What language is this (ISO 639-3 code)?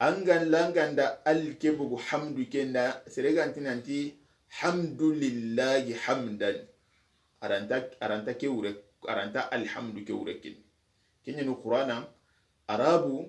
snk